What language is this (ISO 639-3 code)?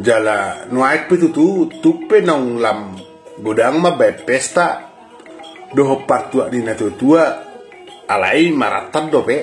bbc